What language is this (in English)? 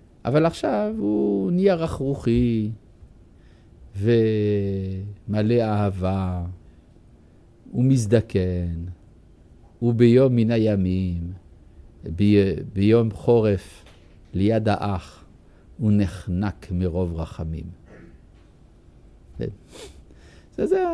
Hebrew